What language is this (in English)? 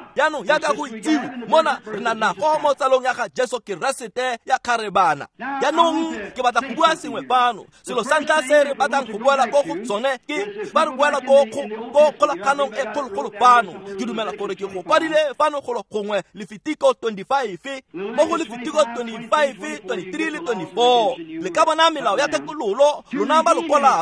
Tswana